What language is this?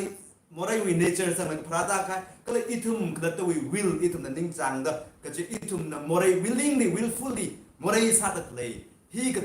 Tangkhul Naga (India)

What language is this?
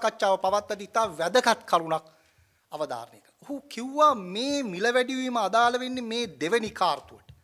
Sinhala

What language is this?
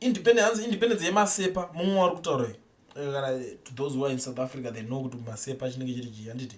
Shona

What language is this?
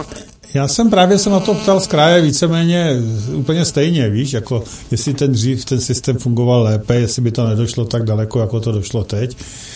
Czech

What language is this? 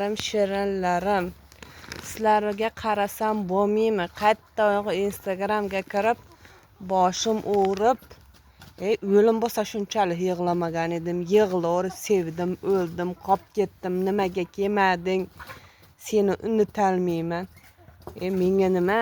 Uzbek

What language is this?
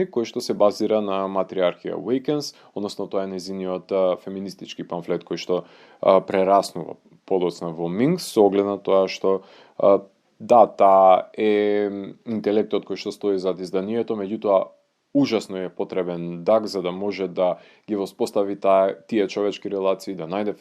Macedonian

